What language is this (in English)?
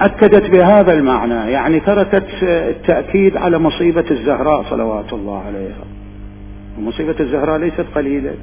Mesopotamian Arabic